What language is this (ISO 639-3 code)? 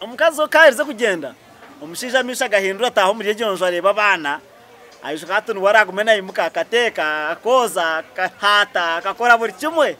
nyn